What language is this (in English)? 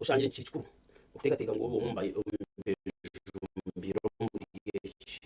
Nyankole